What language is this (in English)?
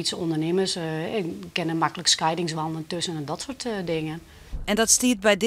Western Frisian